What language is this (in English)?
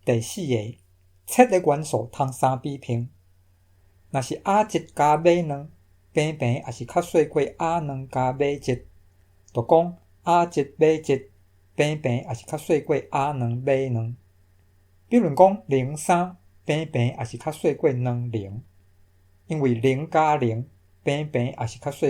Min Nan Chinese